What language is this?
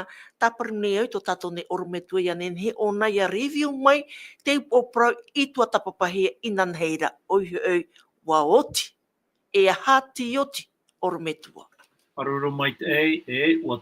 Tahitian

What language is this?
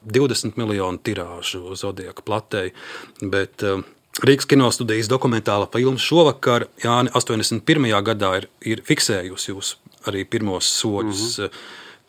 Latvian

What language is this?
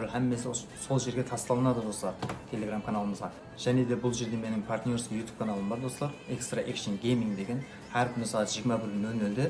Kara-Kalpak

